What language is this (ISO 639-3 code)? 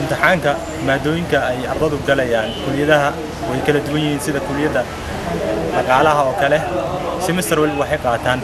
som